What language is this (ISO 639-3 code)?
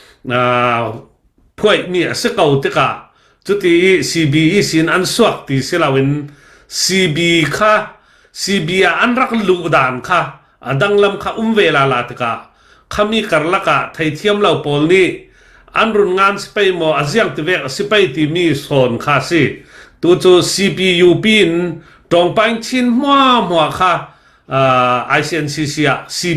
cfm